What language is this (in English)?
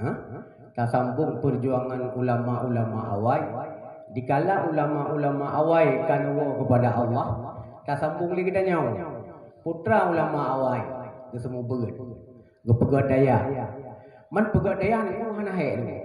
Achinese